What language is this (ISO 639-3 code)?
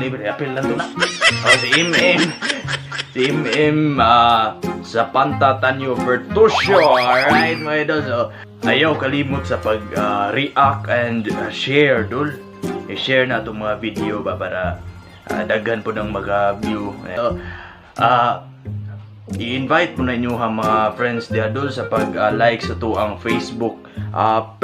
ceb